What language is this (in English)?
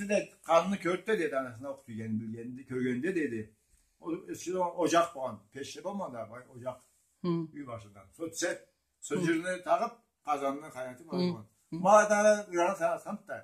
Karachay-Balkar